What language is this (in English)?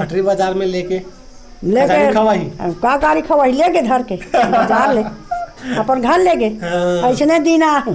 Chhattisgarhi